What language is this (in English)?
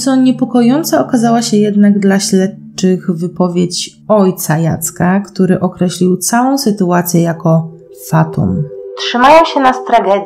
Polish